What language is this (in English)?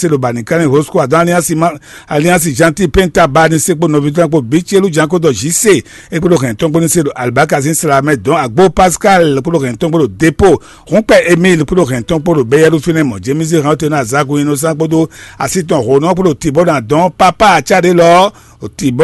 Fon